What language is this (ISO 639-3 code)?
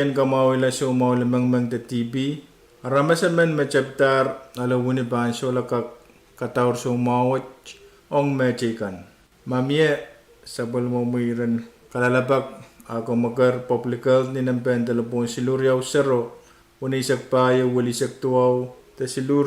pon